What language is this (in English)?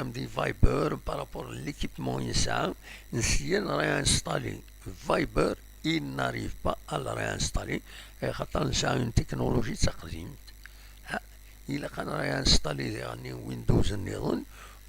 Kabyle